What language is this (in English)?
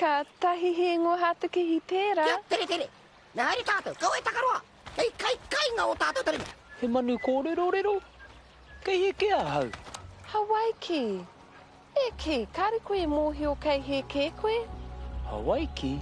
Māori